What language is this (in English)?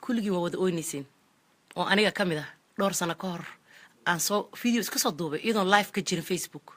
Somali